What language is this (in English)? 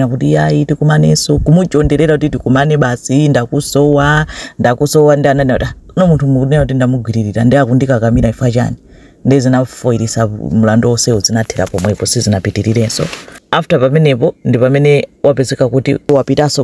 Nyanja